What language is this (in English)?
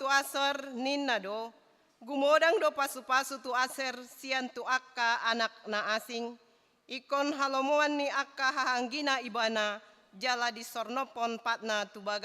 Batak Toba